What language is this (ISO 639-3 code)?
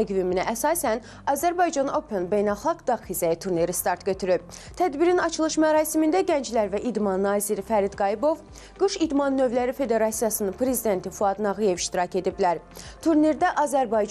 aze